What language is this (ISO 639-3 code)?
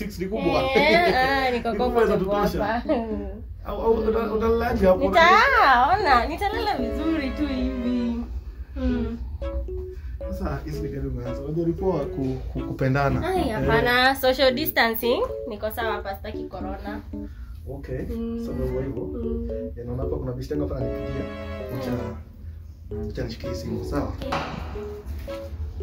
swa